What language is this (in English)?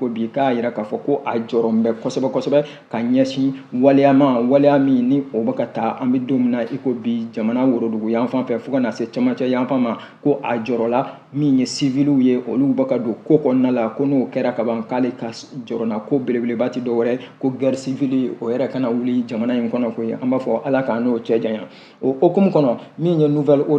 Bambara